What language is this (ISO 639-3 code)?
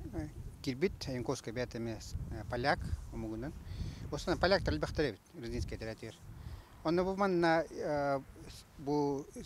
sah